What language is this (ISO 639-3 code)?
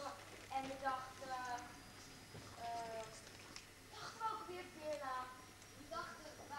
nld